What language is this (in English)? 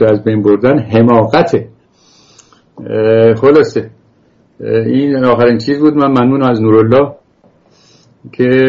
Persian